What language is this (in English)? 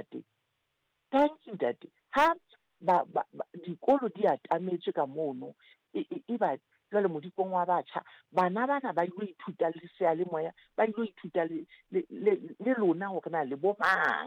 Southern Sotho